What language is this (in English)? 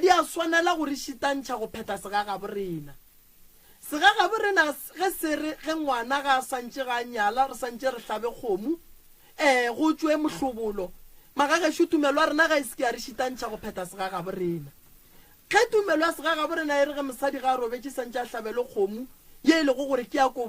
Northern Sotho